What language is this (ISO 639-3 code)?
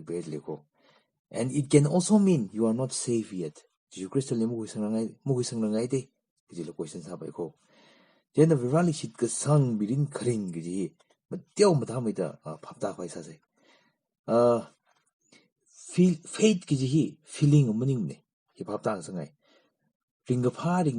nmf